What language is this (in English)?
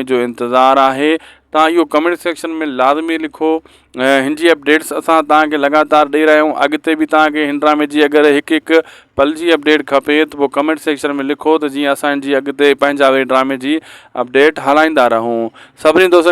Sindhi